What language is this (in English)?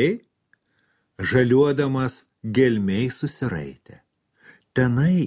Lithuanian